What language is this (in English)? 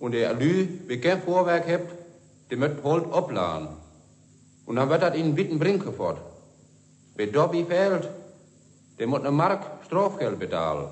Westphalien